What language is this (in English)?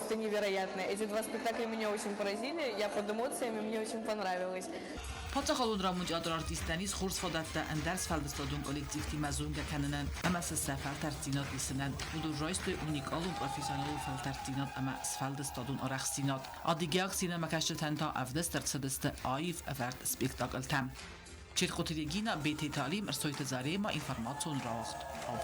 Ossetic